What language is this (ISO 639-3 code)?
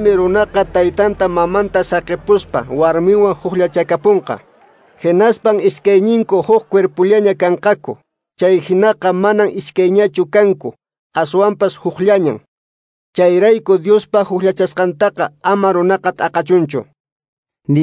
que